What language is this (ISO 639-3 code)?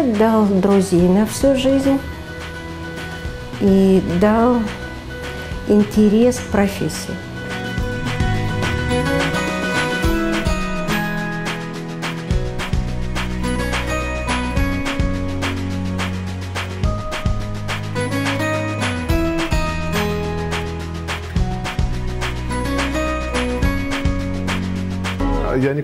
rus